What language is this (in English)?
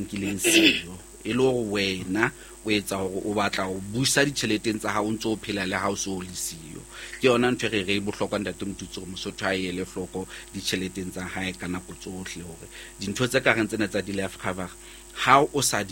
Southern Sotho